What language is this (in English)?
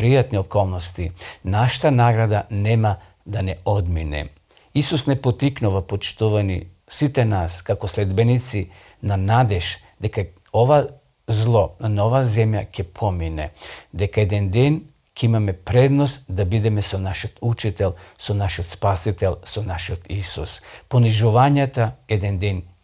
Macedonian